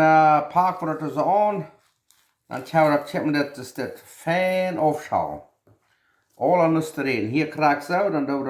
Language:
Plautdietsch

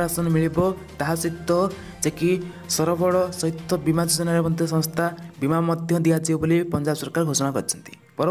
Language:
Odia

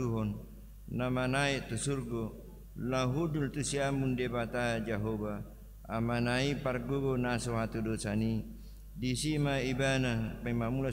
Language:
Batak Toba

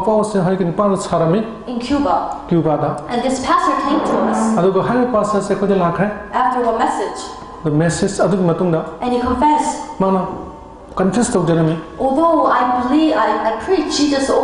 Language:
Manipuri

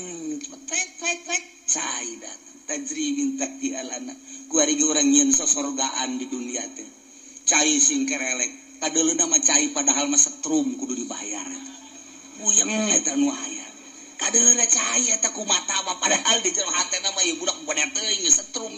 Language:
Sundanese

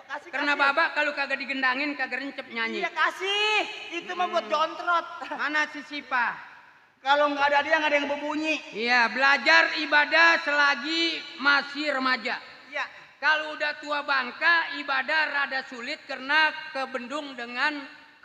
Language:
Betawi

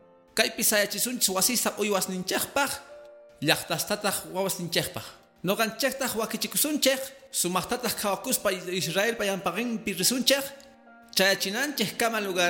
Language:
Quechua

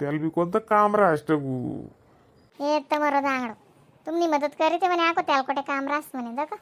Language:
Khandesi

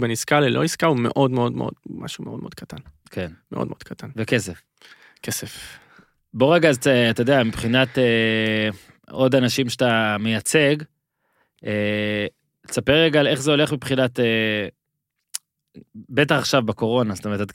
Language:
Hebrew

